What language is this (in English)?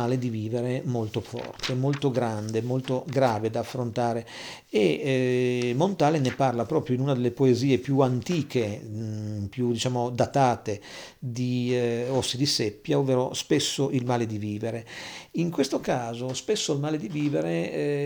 Italian